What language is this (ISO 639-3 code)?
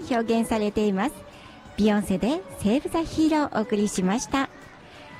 jpn